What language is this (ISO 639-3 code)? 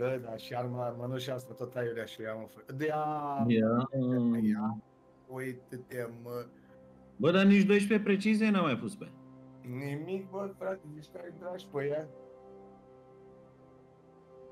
ron